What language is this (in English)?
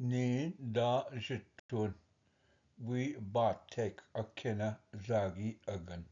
Ojibwa